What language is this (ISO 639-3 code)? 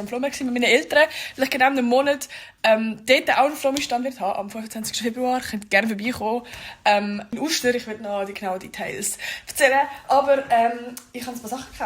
gsw